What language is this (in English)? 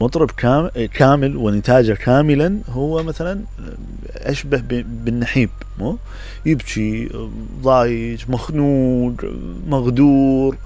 Mesopotamian Arabic